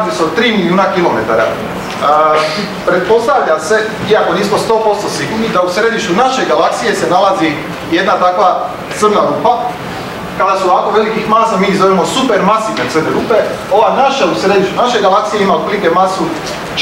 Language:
Croatian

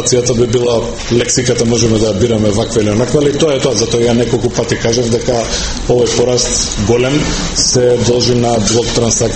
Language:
Macedonian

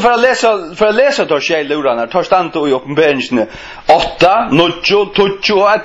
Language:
Faroese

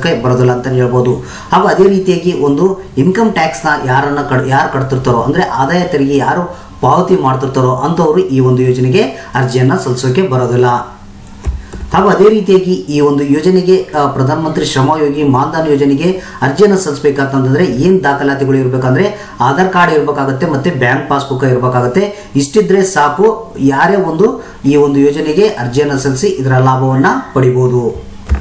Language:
Kannada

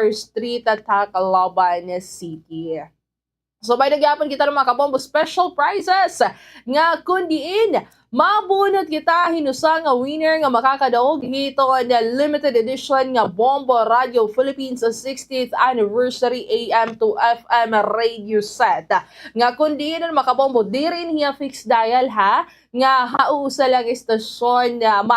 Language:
Waray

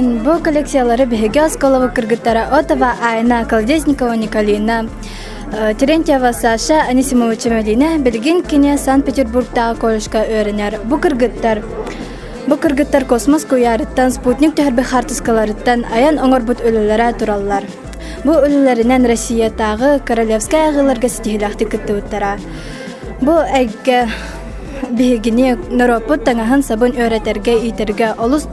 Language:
Yakut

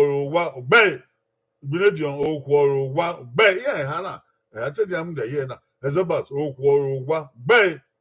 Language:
Bini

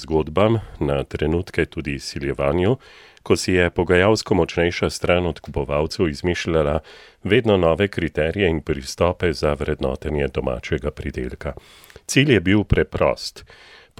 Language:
Slovenian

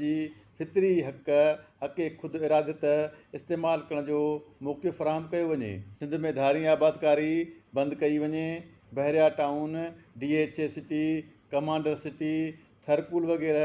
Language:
Sindhi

